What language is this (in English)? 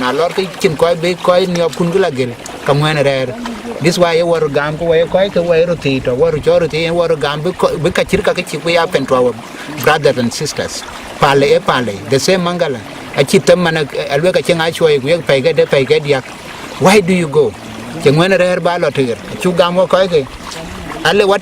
Dinka